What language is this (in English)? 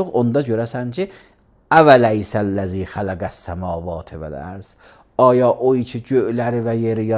Azerbaijani